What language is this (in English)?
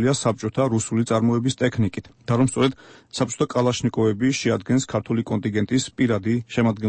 Georgian